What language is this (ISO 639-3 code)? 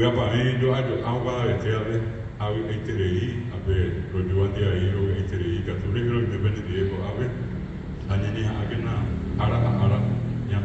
grn